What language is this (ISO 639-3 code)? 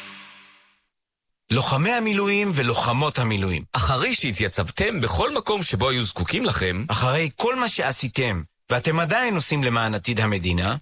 heb